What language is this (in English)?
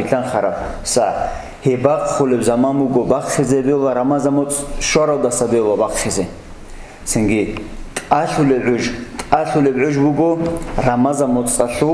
Avaric